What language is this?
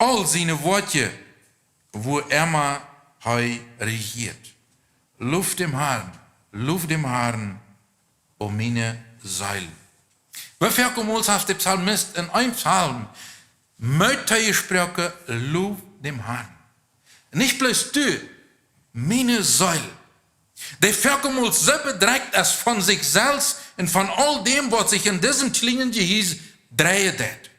Plautdietsch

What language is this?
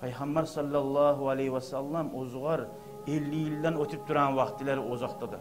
Kumyk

